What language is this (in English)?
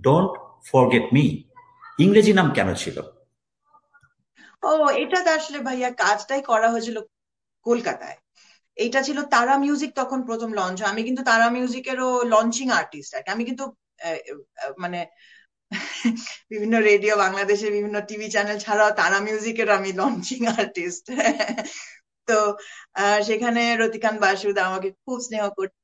Bangla